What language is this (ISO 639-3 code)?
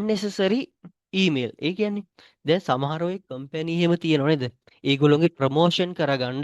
sin